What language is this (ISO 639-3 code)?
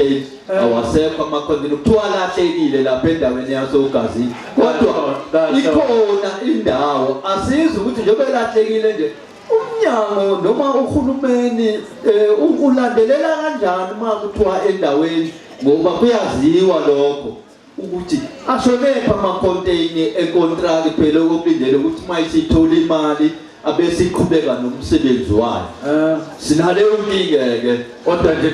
zul